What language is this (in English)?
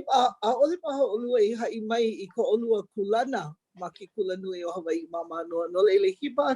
Hawaiian